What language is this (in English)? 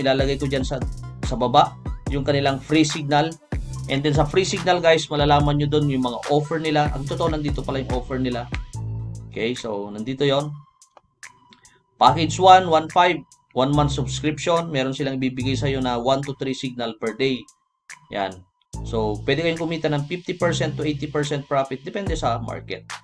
Filipino